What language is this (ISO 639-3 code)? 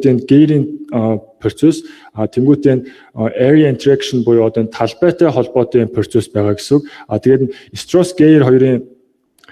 mon